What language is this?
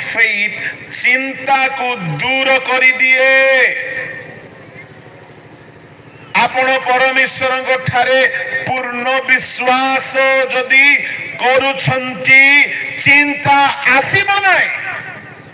Odia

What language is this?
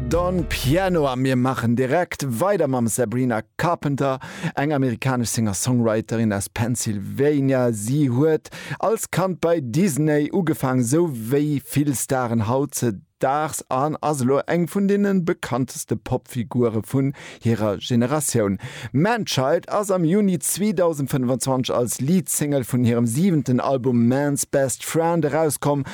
Luxembourgish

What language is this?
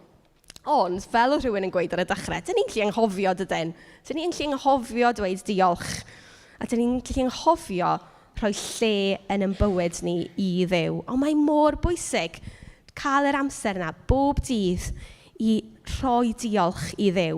Welsh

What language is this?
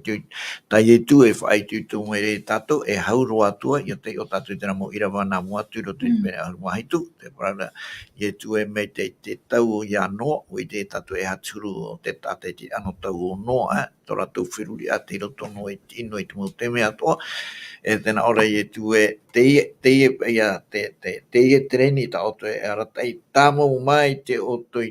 Tahitian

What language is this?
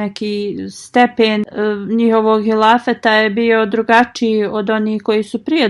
Bosnian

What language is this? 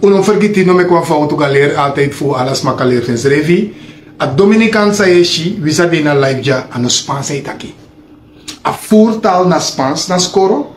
Sranan Tongo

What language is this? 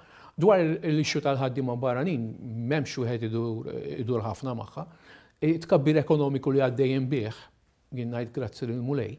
Maltese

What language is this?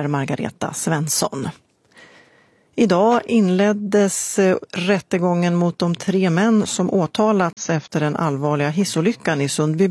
Swedish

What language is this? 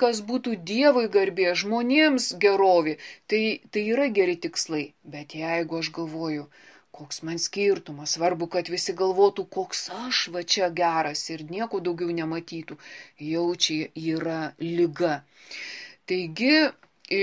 Lithuanian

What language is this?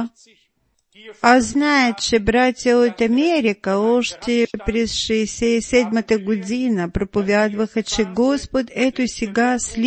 Bulgarian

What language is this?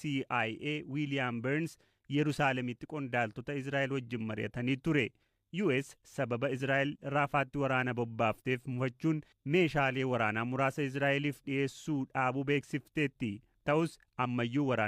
Oromo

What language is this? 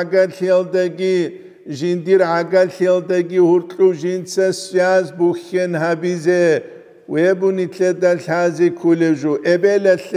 Avaric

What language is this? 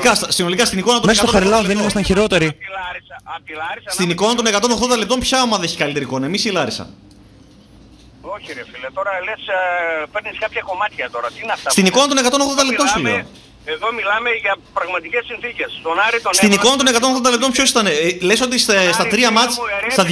Greek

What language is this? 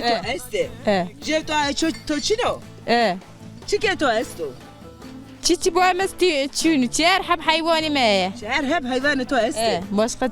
Zaza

